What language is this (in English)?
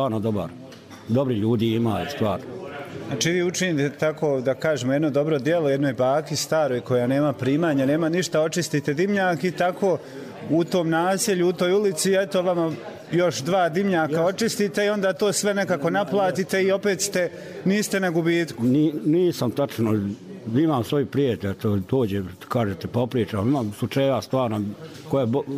Serbian